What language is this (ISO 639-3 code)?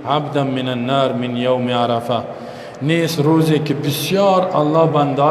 fas